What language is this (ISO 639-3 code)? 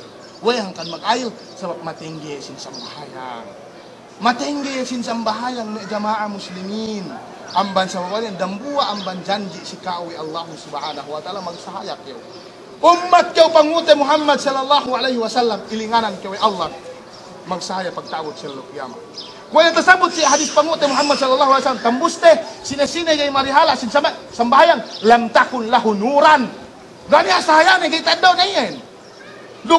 yka